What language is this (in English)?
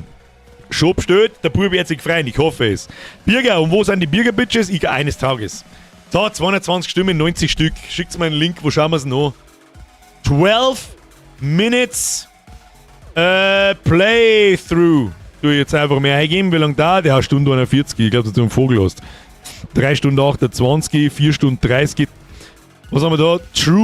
Bavarian